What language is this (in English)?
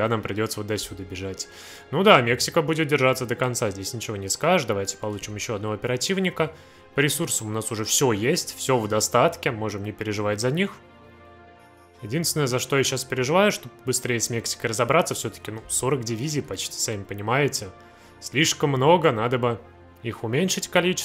Russian